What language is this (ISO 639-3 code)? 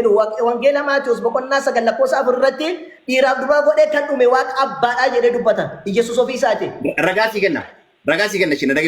orm